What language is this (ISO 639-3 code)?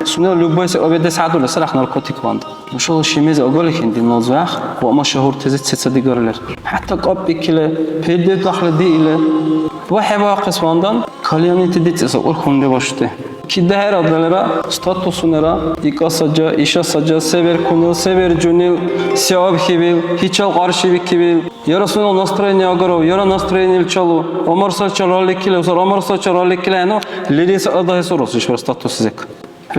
dar